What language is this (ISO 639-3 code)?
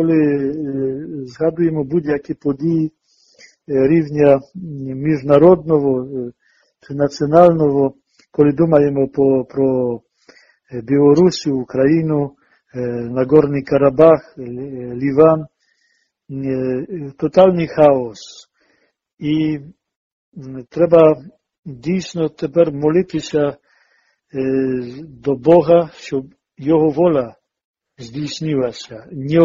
ukr